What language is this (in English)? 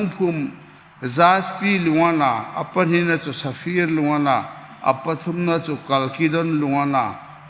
Hmar